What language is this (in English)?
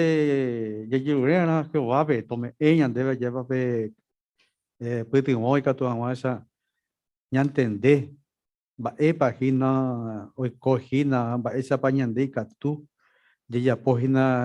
Guarani